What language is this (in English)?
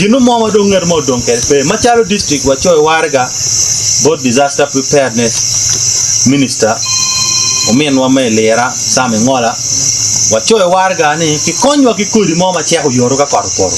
Acoli